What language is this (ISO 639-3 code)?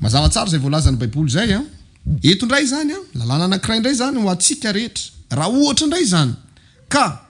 mlg